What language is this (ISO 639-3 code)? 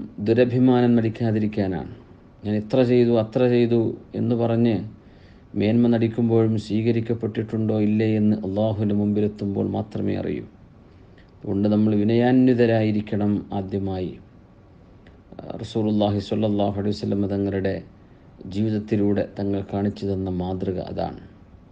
mal